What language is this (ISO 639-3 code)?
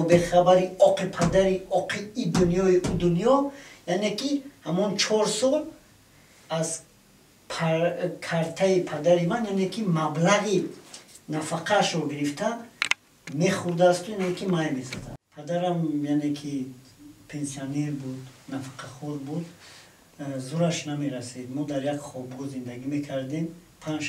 tgk